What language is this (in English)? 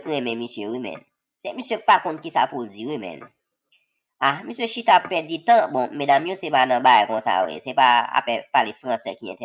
Haitian Creole